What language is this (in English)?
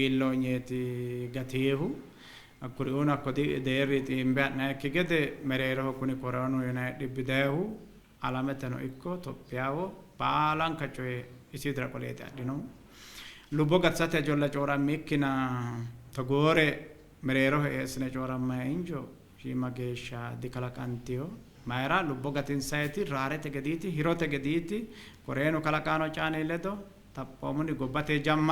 Sidamo